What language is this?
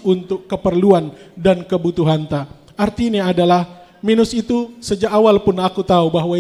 Batak Simalungun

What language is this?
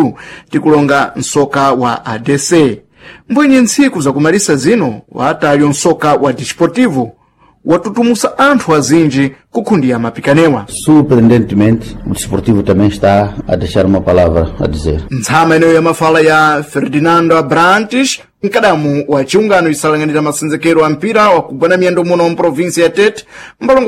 Sena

